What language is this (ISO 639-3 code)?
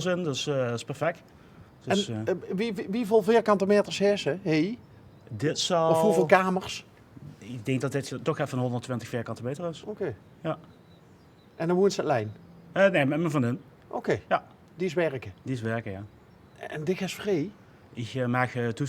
lim